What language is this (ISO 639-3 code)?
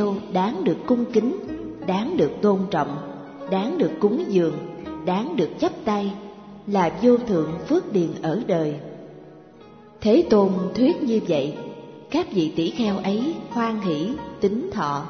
vie